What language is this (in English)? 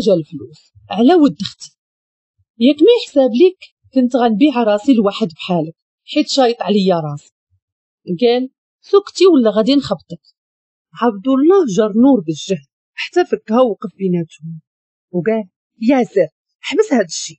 Moroccan Arabic